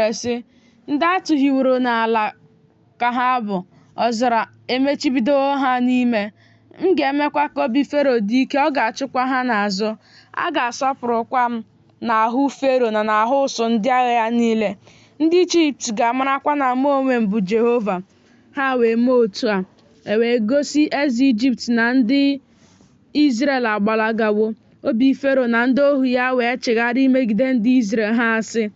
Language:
Igbo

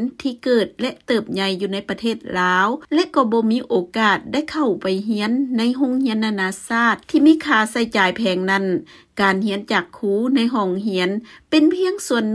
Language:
Lao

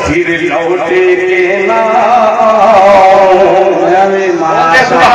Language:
Urdu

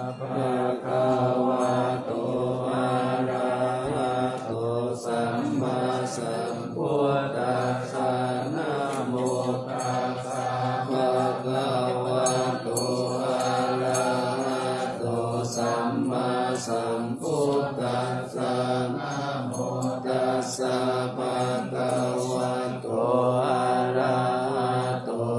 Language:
Pali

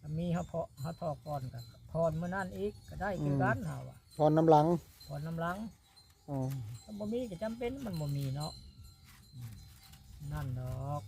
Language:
Northeastern Thai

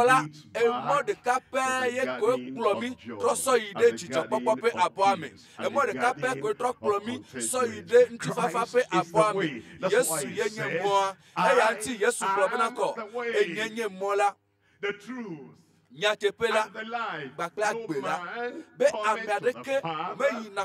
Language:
Ewe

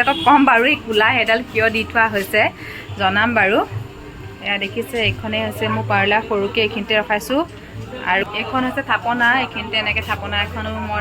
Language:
Assamese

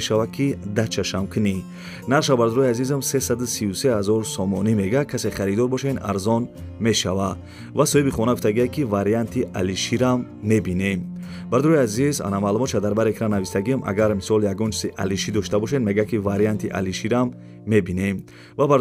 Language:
Tajik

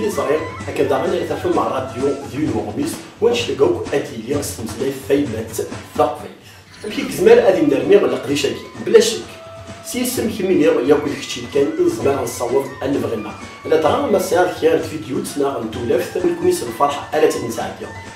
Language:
Kabyle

